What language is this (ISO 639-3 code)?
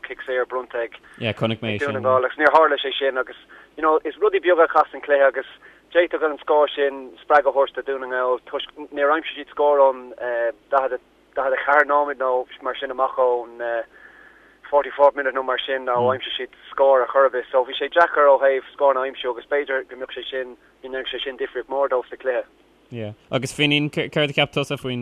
gle